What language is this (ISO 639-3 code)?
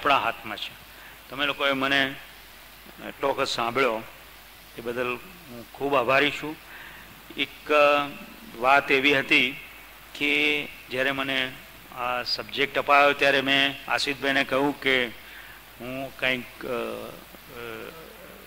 guj